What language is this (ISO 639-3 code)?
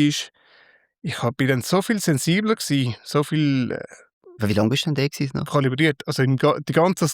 gsw